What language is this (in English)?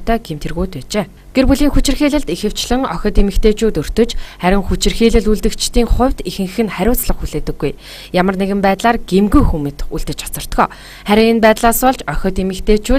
Mongolian